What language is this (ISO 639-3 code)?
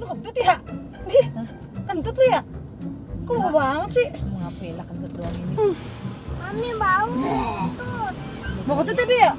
bew